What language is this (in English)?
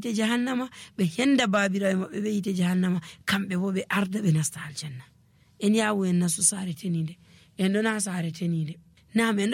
Nigerian Fulfulde